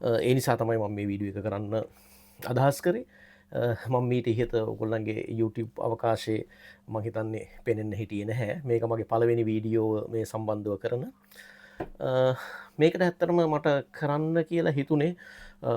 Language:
Sinhala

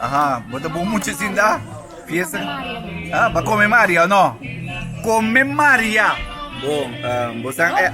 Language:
Papiamento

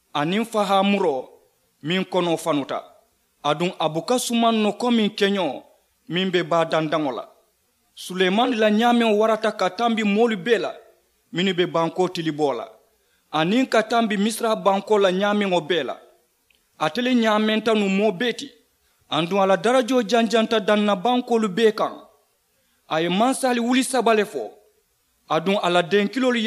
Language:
Mandingo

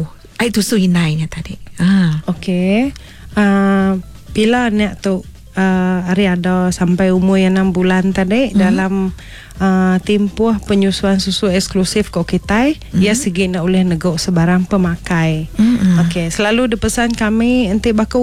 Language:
Iban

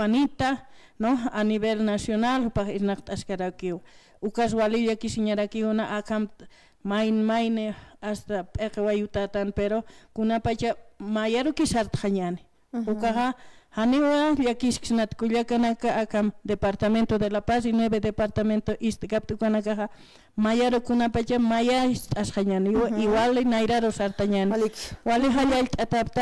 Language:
Aymara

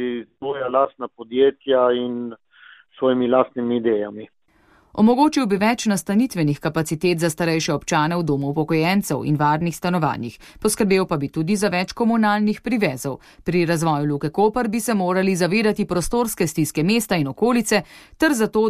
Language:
Slovenian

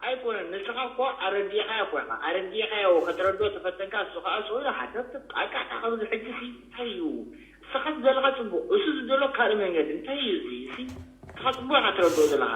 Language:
Tigrinya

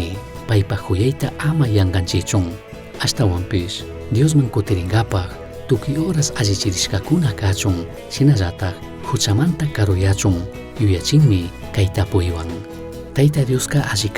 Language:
Chimborazo Highland Quichua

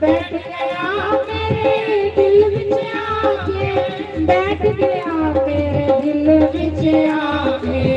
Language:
Dogri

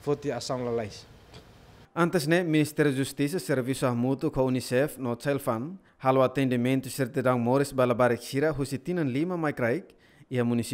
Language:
Tetum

